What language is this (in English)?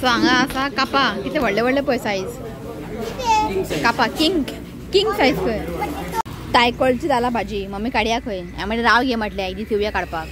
Konkani